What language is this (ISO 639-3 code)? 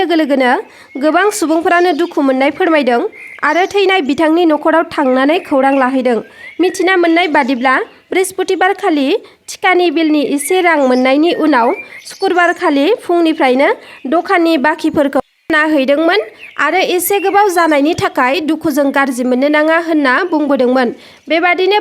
brx